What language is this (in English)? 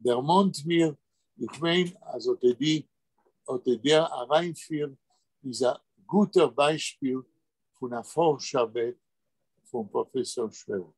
Yiddish